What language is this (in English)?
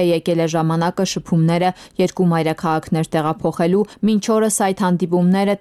Armenian